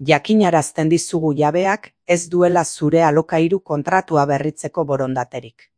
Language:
Basque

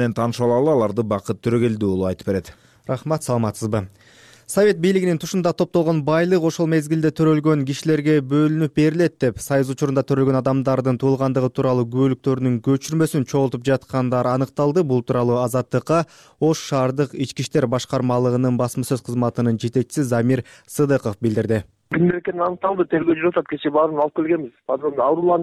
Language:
Kyrgyz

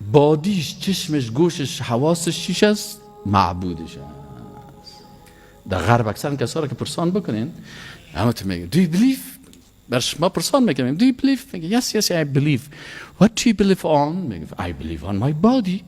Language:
Tajik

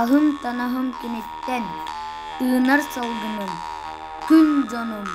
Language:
Yakut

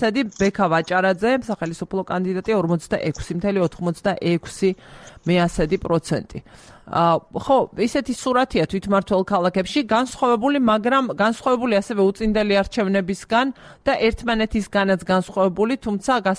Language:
Georgian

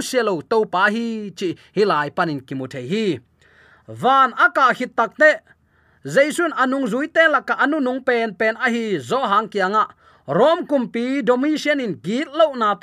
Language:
Tedim Chin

